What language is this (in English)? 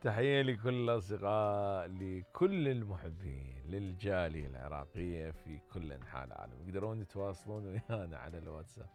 Mesopotamian Arabic